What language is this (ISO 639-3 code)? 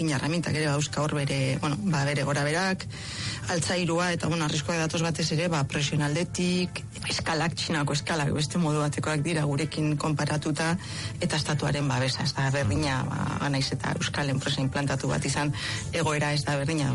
eus